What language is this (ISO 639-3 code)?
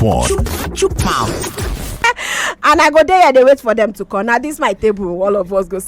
pcm